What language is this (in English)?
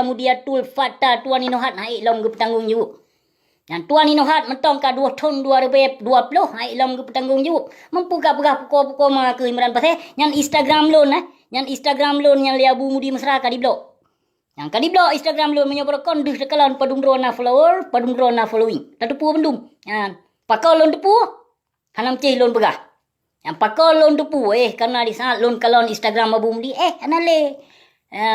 Achinese